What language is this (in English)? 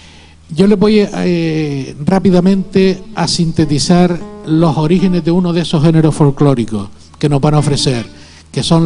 Spanish